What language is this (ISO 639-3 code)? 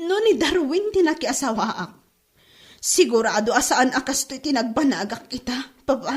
ilo